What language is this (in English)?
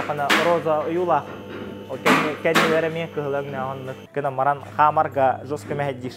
Yakut